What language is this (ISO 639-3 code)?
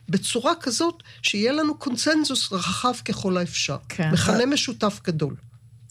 heb